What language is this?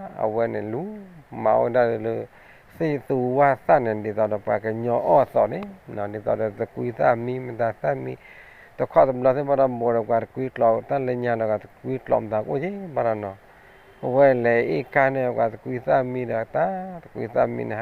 S'gaw Karen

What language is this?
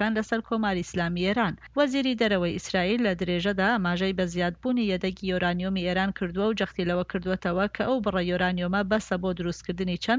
Central Kurdish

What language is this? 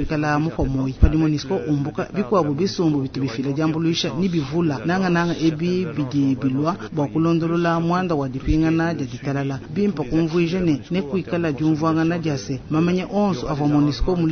Luba-Lulua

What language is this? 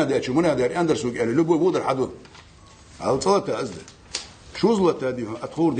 Ingush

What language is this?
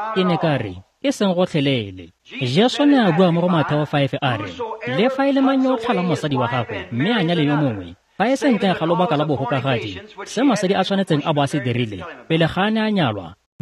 Tswana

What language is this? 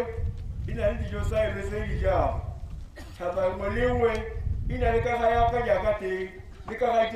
Tswana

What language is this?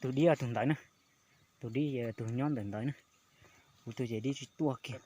Hmong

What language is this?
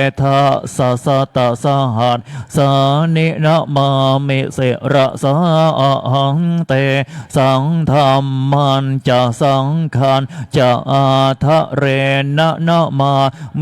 Pali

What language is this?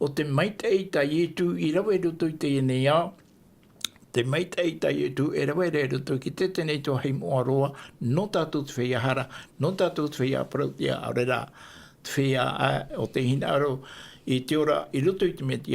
Tahitian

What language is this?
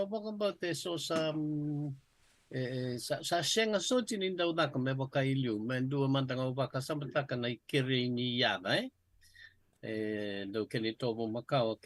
Fijian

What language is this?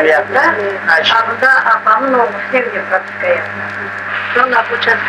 Crimean Tatar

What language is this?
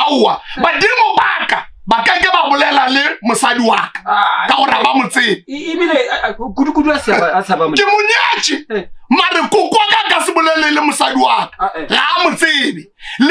Northern Sotho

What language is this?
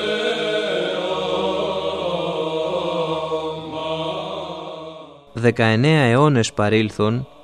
Greek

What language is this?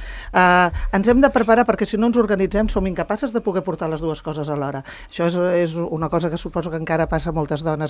Catalan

